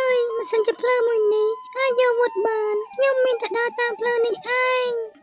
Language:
Khmer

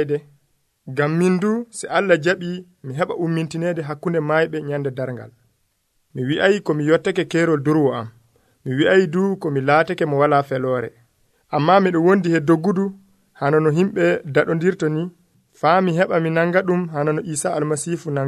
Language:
Nigerian Fulfulde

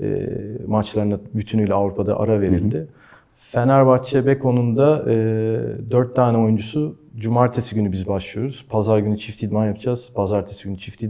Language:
Turkish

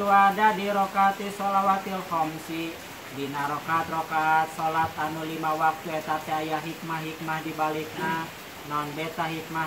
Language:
Sundanese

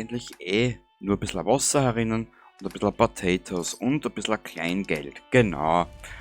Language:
Bavarian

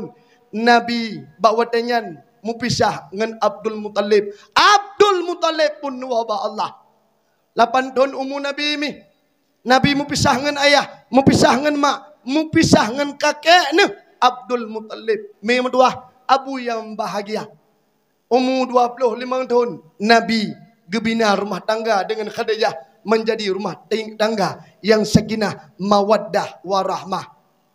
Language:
Achinese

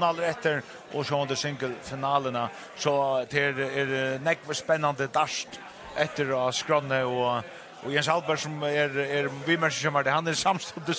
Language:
Faroese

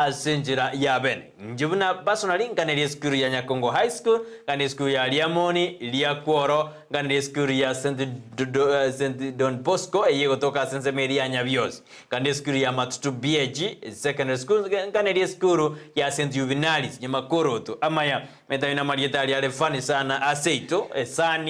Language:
Gusii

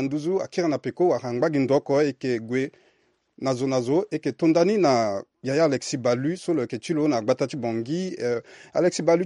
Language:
Sango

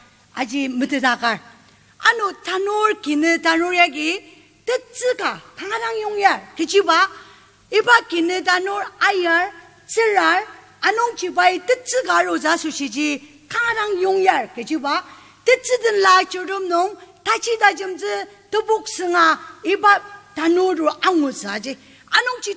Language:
Ao Naga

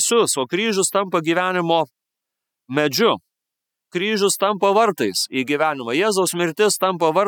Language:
Lithuanian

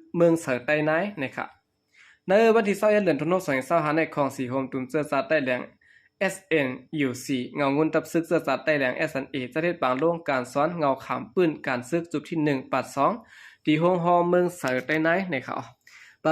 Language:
Shan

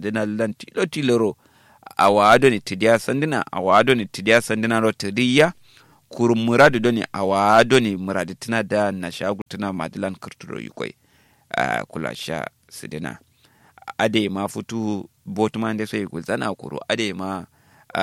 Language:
Kanuri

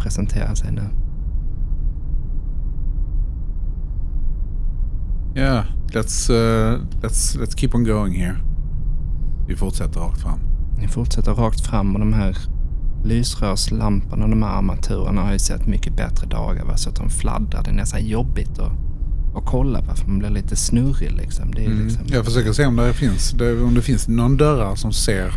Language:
Swedish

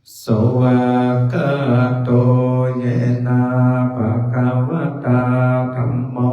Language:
Pali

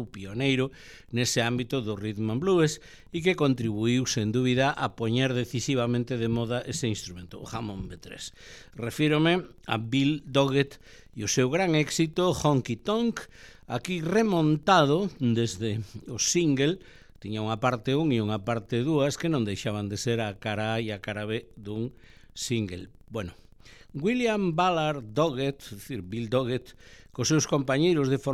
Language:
Galician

